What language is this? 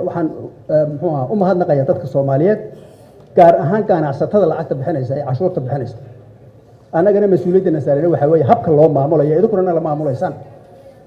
Somali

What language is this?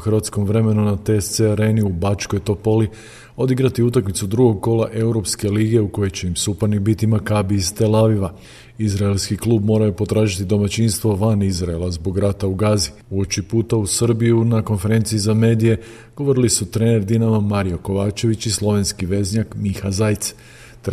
Croatian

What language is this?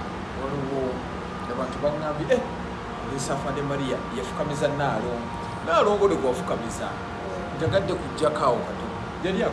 Ganda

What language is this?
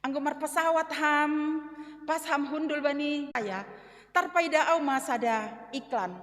Batak Simalungun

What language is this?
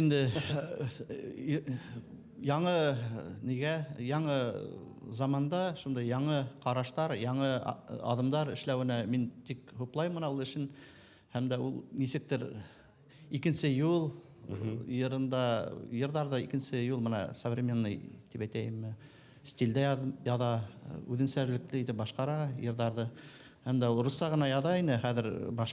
Bashkir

